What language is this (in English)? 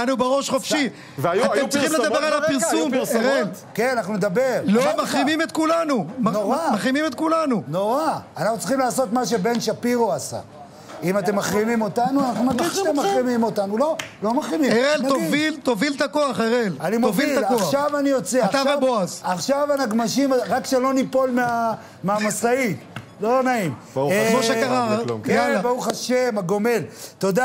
Hebrew